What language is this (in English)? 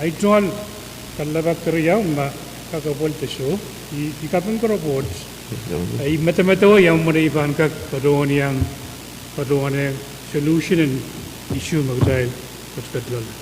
Pohnpeian